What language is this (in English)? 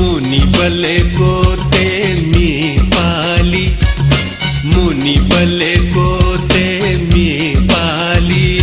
Newari